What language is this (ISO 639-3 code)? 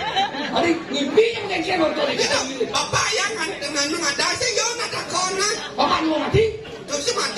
ban